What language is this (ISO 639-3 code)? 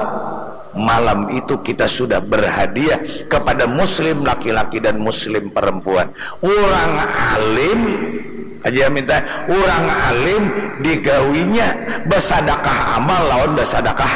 bjn